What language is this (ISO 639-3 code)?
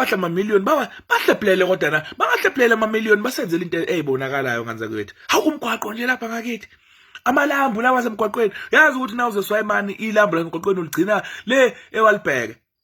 zul